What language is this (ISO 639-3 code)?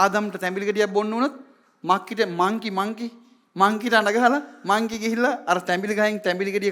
sin